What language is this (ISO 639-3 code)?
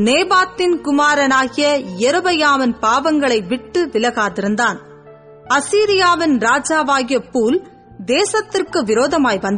tam